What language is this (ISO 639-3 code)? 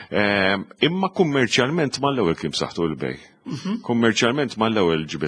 mlt